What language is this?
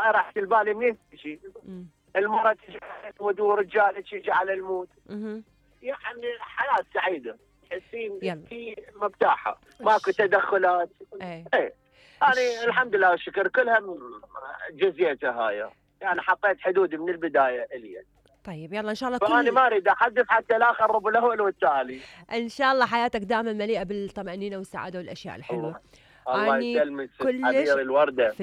Mesopotamian Arabic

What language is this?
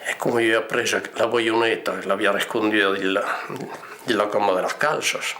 Occitan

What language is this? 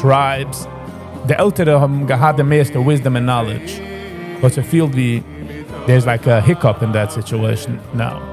Yiddish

